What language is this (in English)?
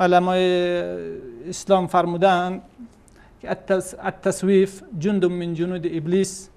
Persian